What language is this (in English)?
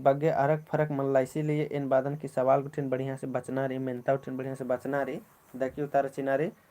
Kurukh